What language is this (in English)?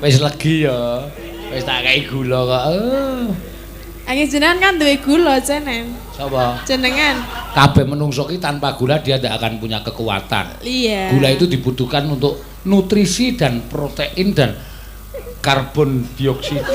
Javanese